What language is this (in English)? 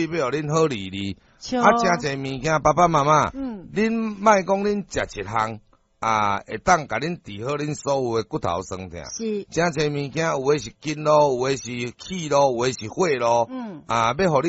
Min Nan Chinese